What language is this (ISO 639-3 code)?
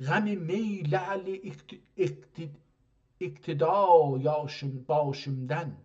azb